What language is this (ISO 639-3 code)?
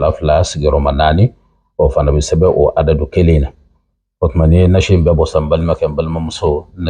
bam